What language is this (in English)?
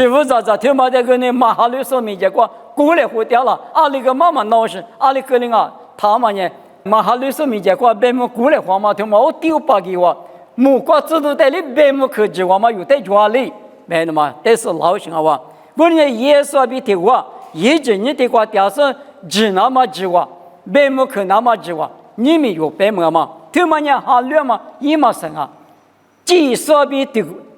Lisu